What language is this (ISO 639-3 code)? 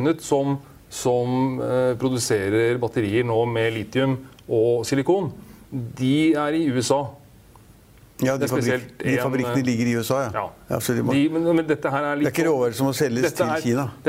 nor